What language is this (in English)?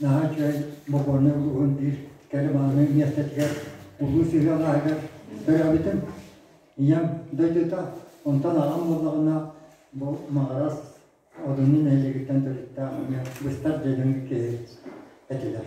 Yakut